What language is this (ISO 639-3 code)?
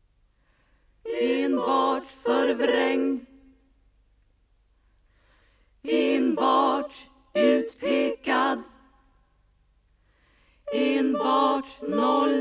swe